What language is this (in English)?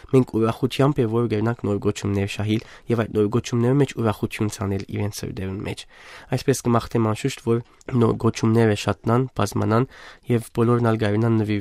Western Armenian